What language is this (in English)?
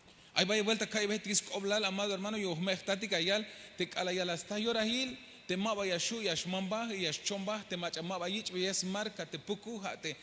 Tzeltal